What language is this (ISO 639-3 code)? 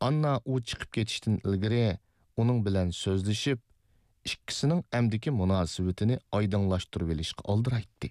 uig